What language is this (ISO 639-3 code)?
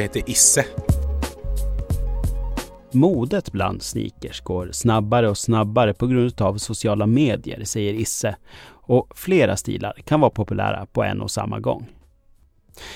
swe